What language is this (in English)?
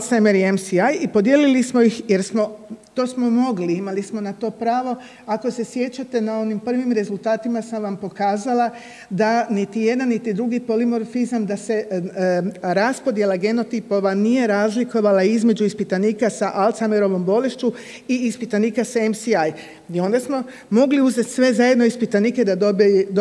Croatian